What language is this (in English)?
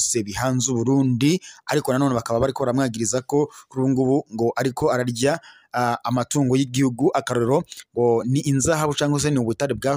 Rundi